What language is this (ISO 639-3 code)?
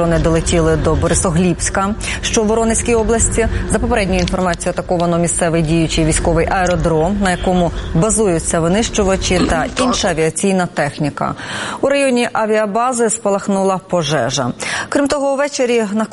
ukr